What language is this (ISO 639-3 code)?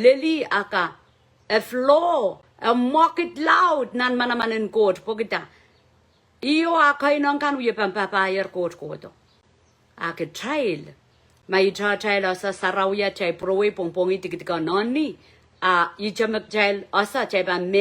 pon